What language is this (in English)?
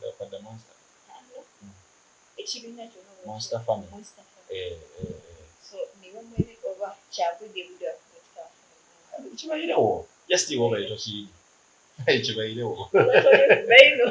Soga